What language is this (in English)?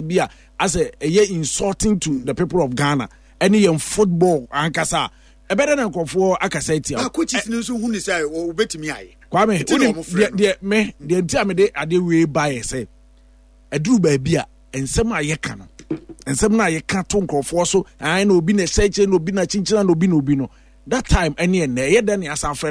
Akan